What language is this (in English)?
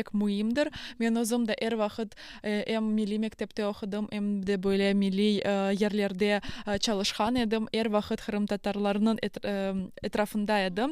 Crimean Tatar